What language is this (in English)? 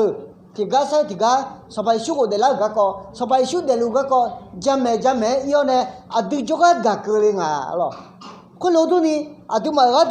Akha